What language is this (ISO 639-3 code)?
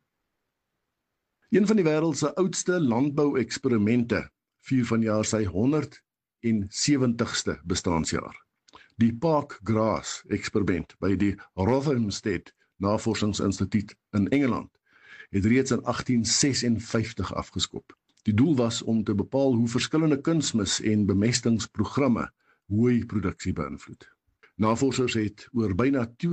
afr